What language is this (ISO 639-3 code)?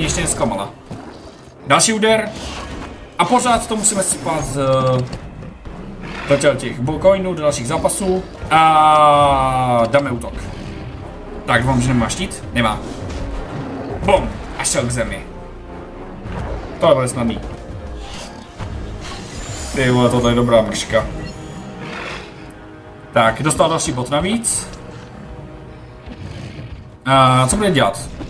ces